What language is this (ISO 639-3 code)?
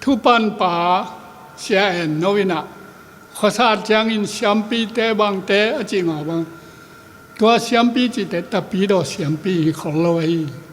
ctd